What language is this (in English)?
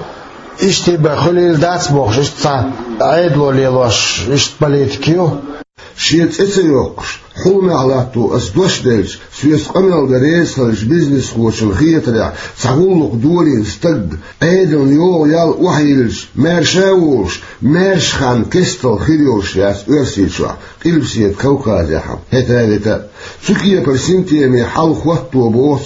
Chechen